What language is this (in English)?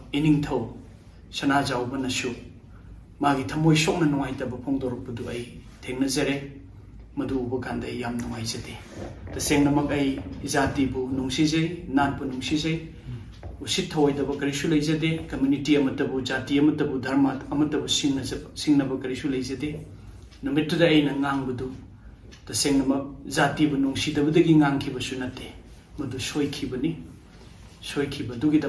Manipuri